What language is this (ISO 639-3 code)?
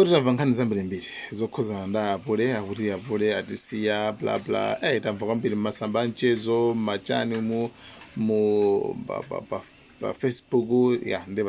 nya